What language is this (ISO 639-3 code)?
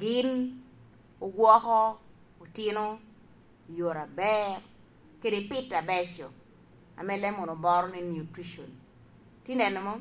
laj